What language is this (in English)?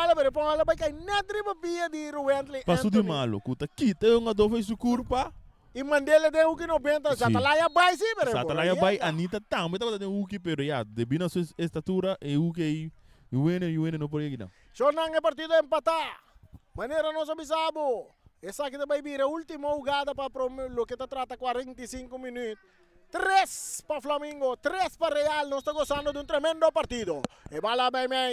Papiamento